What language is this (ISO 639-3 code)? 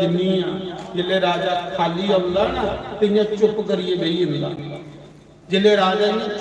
doi